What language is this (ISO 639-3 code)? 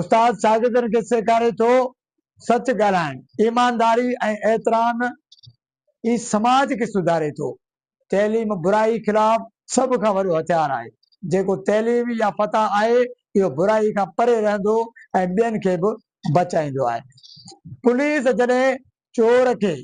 snd